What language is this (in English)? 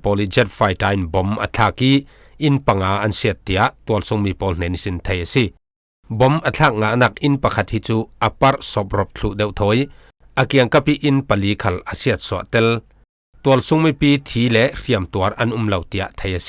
Falam Chin